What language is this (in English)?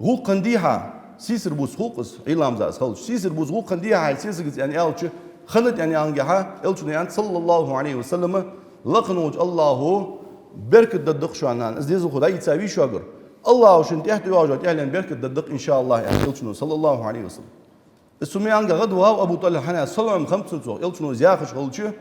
Ingush